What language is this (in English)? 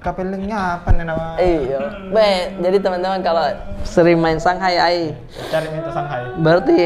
Makassar Malay